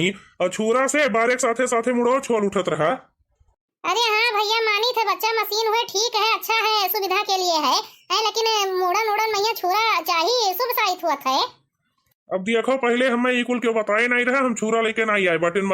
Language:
Awadhi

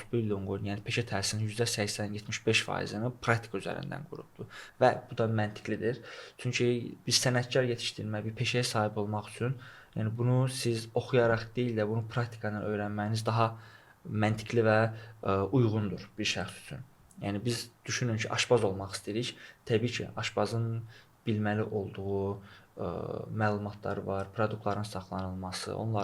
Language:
Azerbaijani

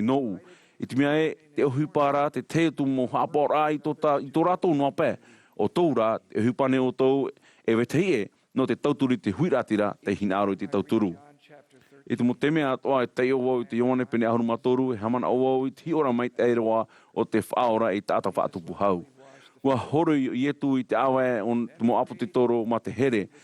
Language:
Tahitian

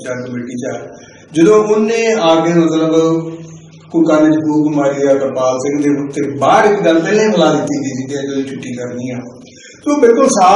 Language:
Punjabi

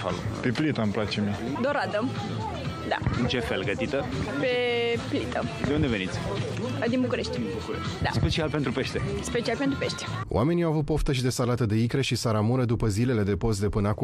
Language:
Romanian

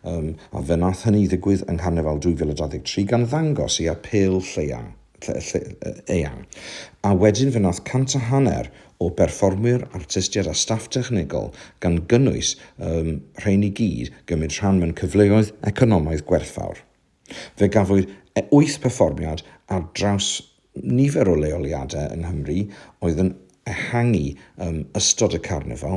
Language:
Welsh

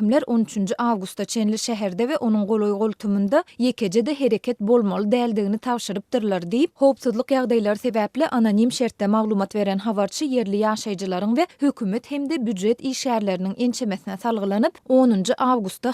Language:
Turkmen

